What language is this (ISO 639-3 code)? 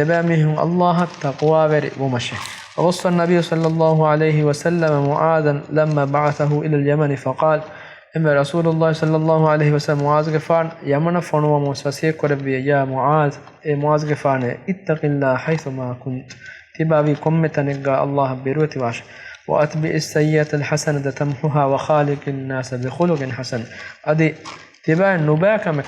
div